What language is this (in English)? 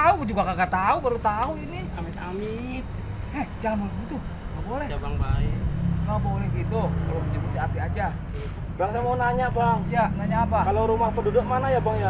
Betawi